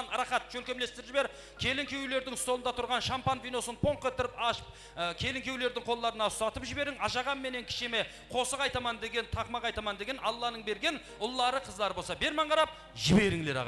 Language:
Kara-Kalpak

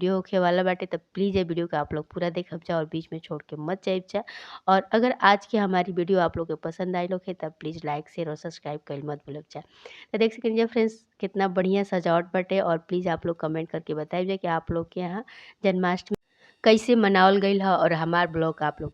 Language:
Bhojpuri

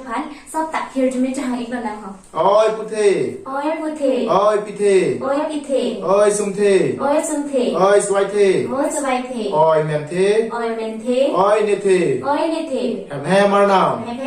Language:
Karbi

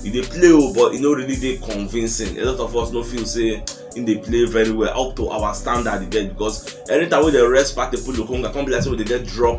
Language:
Nigerian Pidgin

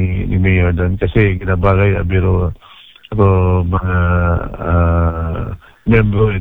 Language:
Aklanon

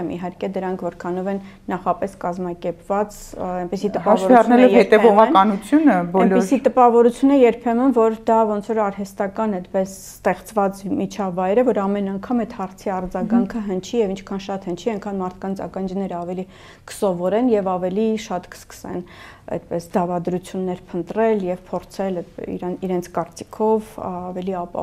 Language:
Armenian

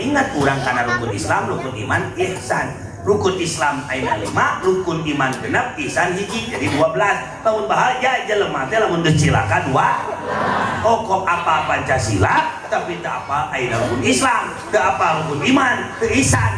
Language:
Sundanese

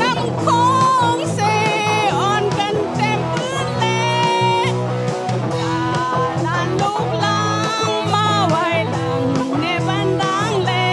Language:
Shan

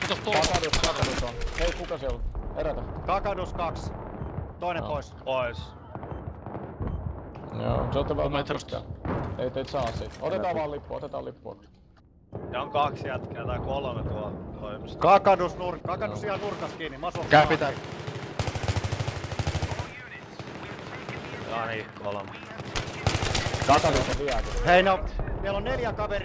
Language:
Finnish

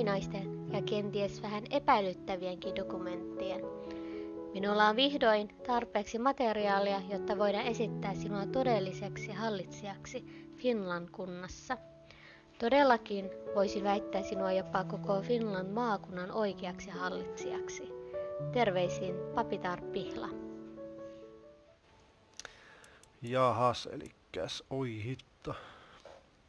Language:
Finnish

